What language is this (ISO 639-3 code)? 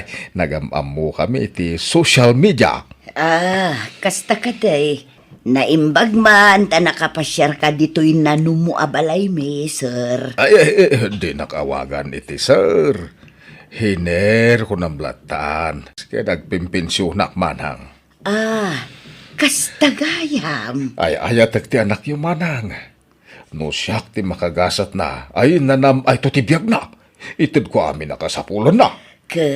ilo